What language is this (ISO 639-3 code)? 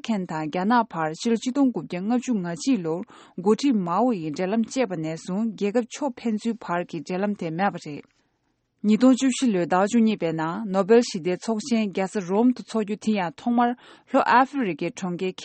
bod